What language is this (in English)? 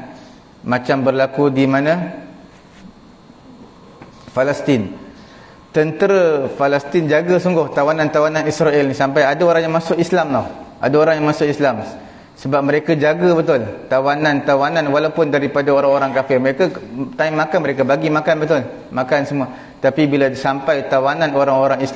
Malay